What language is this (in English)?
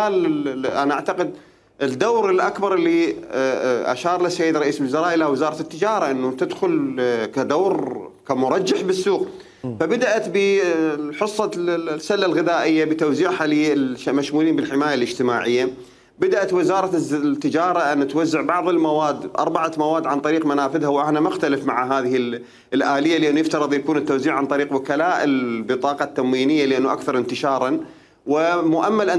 Mesopotamian Arabic